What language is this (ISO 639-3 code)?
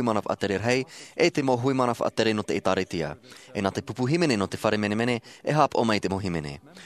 tah